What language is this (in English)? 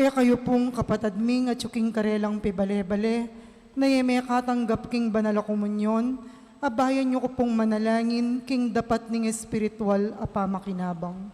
Pampanga